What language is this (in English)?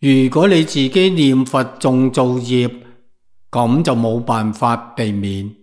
Cantonese